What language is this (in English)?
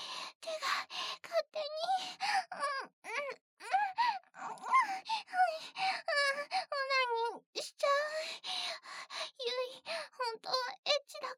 Japanese